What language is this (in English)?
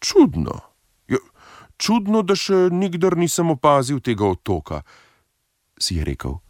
Slovenian